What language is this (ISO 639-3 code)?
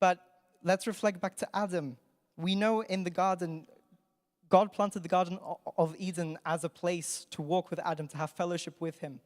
eng